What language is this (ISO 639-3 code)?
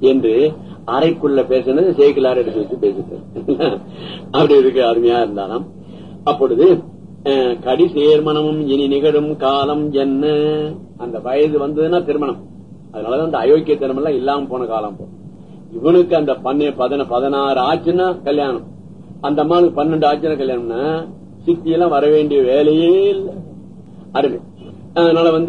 tam